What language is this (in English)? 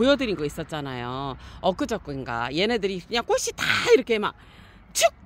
Korean